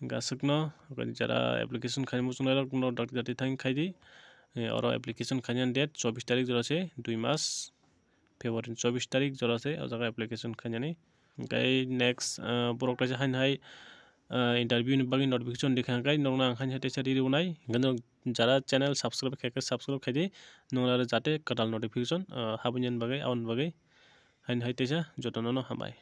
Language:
Kok Borok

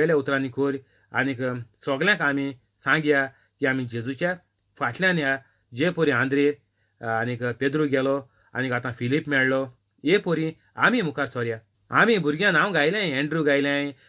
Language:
Konkani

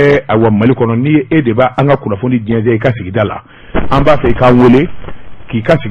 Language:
Bambara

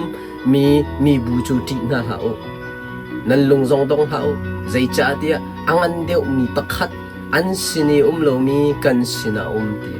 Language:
Hakha Chin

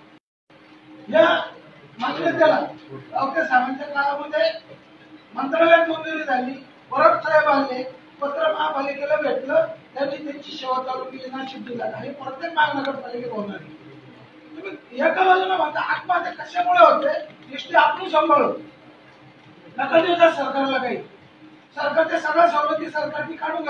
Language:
Marathi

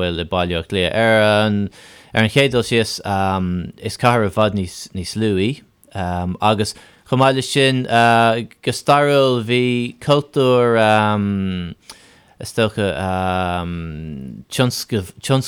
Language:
Irish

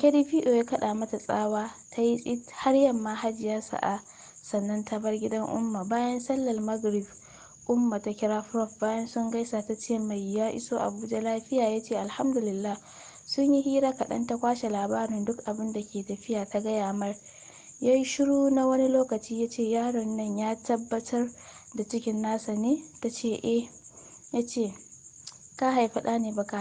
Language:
Hausa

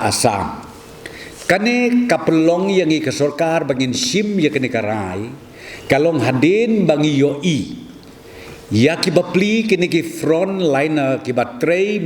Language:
Khasi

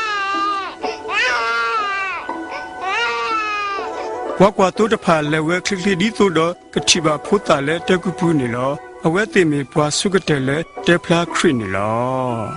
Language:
S'gaw Karen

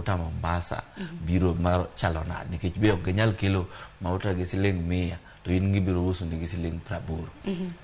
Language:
Luo (Kenya and Tanzania)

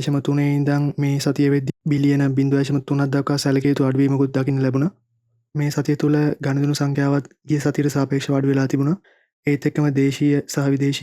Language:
Sinhala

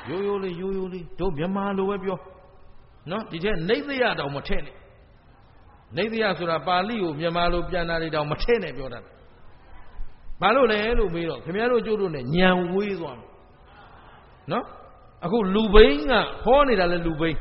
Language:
Burmese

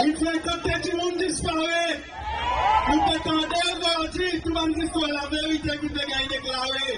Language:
Seselwa Creole French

